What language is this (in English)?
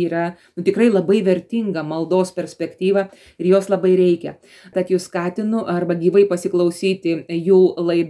Lithuanian